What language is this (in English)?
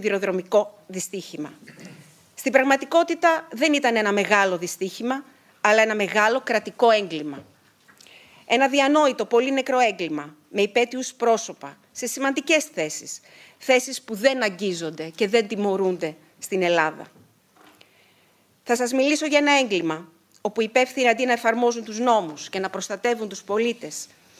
Greek